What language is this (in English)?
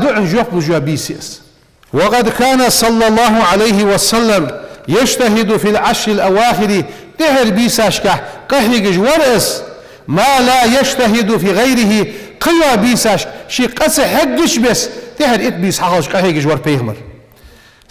Ingush